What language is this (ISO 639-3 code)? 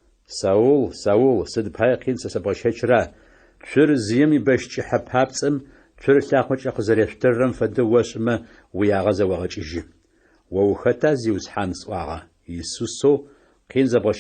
ady